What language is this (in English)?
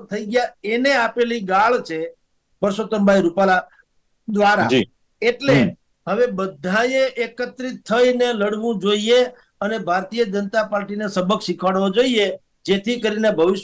Gujarati